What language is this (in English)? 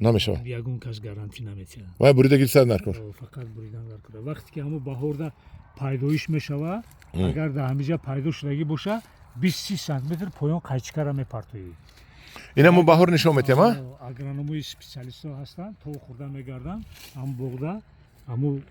Tajik